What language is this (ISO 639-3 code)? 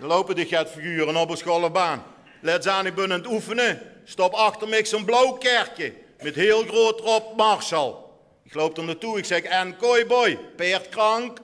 lim